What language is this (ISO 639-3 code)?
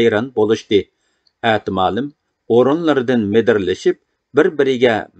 uig